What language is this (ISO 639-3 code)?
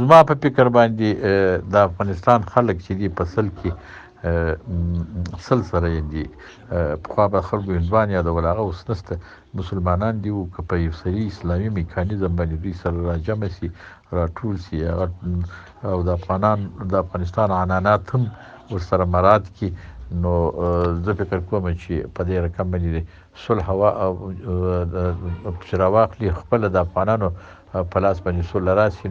pus